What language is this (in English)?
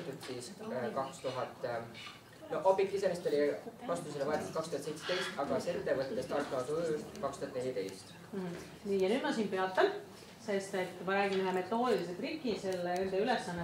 Estonian